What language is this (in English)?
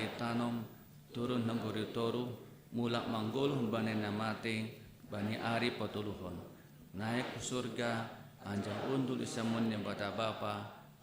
Batak Simalungun